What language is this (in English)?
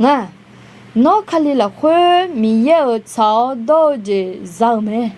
Akha